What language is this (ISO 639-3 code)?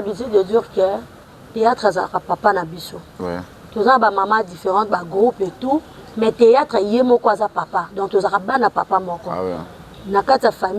lin